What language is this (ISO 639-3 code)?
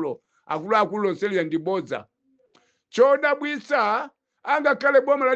nya